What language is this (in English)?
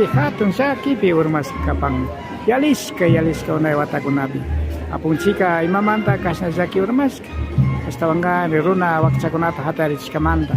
Imbabura Highland Quichua